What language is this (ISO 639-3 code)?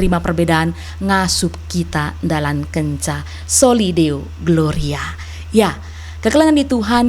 btx